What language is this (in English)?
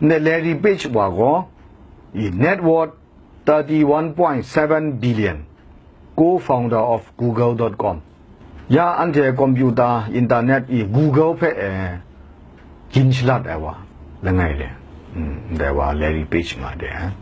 Kachin